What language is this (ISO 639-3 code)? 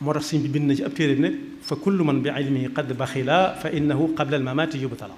wol